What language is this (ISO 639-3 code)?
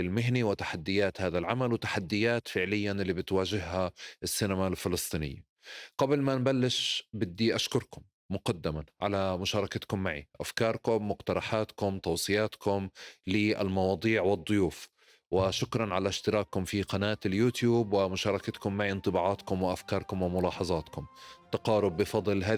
apc